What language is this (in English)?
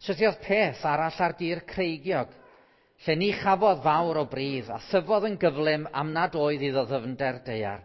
Welsh